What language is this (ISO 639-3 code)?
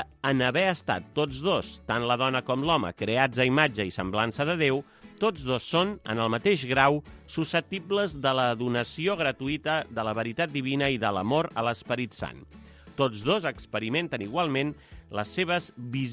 cat